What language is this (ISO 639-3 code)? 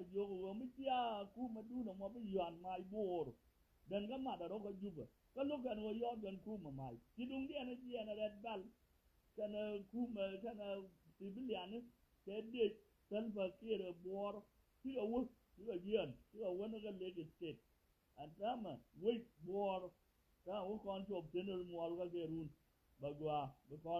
nus